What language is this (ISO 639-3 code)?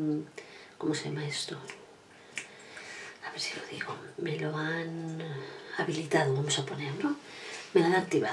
spa